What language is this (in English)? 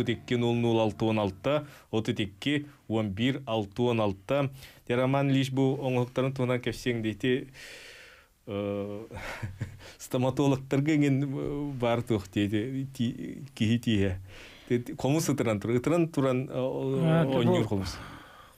Yakut